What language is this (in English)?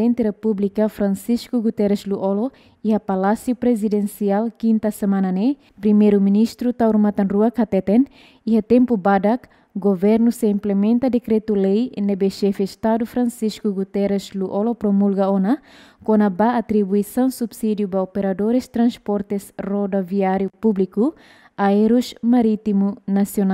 Tetum